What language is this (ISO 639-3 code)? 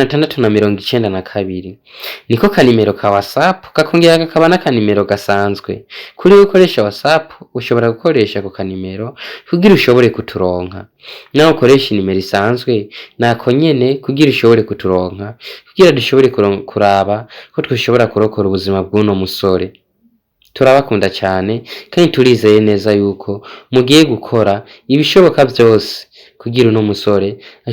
run